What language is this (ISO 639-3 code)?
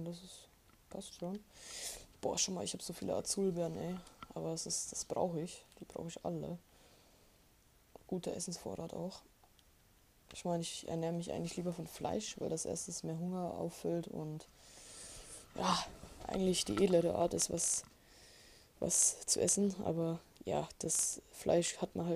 deu